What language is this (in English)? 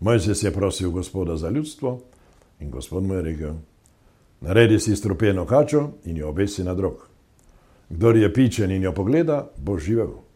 Slovenian